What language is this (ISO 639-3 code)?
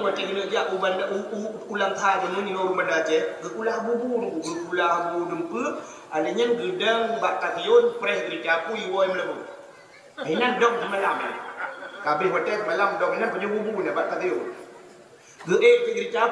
ace